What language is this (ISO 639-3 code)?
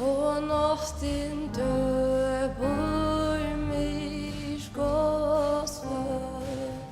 fao